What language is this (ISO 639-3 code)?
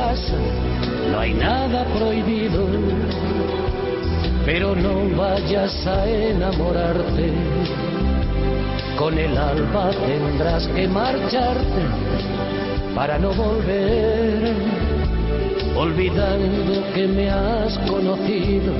spa